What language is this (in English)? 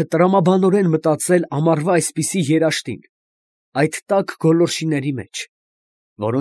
Armenian